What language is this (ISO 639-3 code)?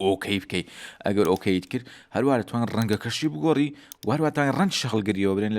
ckb